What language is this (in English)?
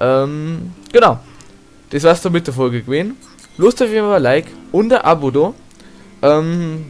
Bavarian